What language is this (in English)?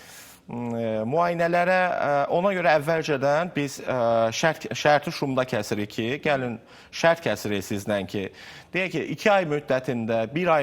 Azerbaijani